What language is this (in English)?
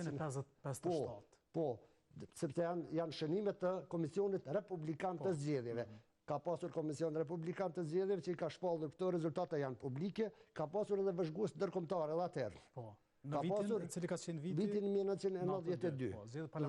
Albanian